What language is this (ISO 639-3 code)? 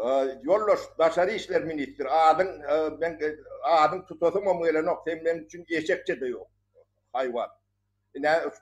tuk